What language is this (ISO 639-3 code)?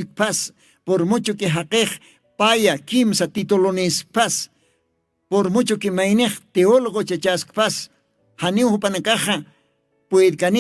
aym